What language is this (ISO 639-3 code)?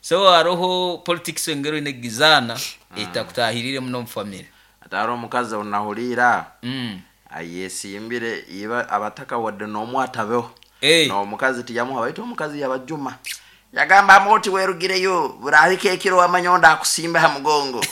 nyn